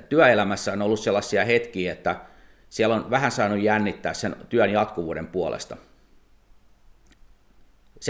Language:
Finnish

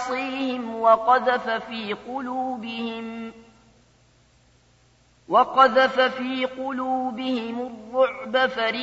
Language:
Arabic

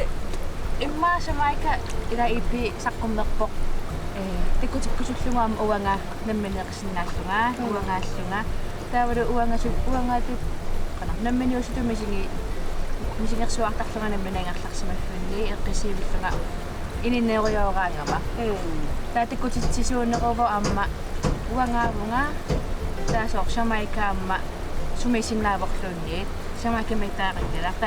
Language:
Kalaallisut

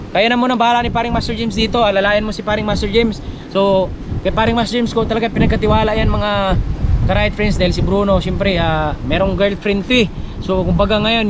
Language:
Filipino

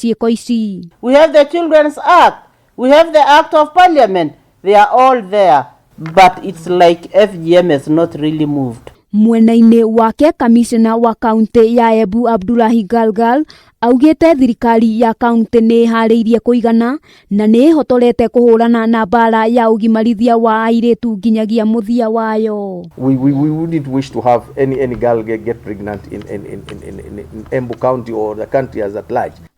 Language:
Kikuyu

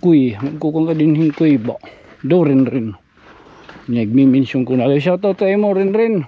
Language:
Waray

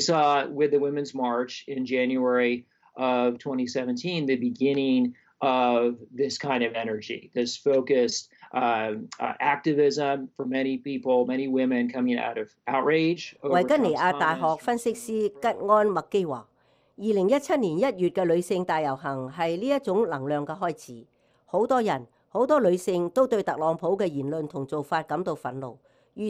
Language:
Cantonese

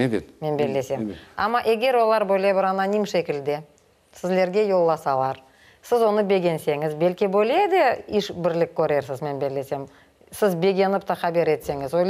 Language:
Crimean Tatar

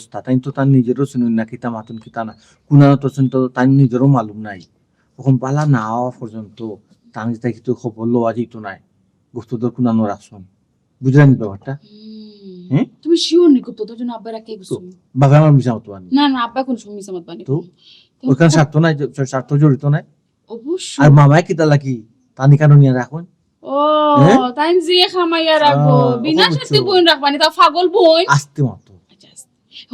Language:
Sylheti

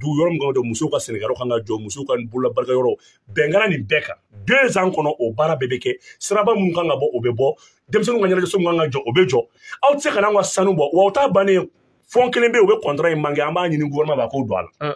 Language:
Bambara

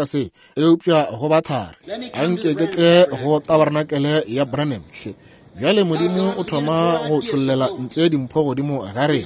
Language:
Northern Sotho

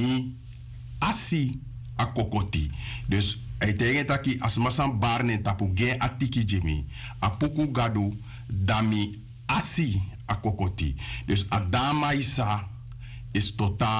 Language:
Sranan Tongo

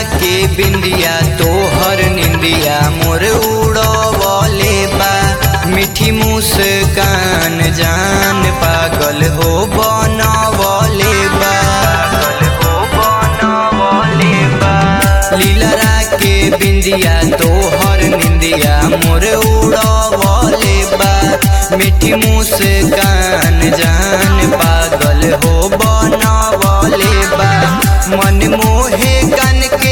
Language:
Bhojpuri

